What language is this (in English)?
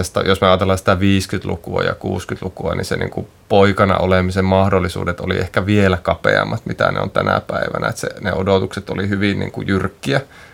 Finnish